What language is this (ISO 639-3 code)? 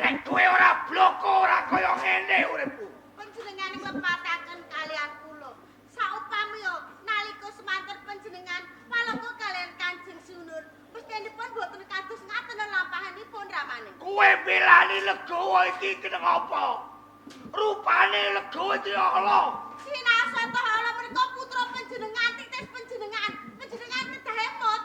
jav